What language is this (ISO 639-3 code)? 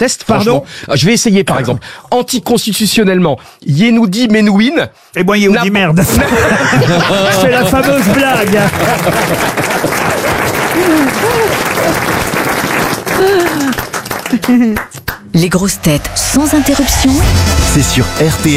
fra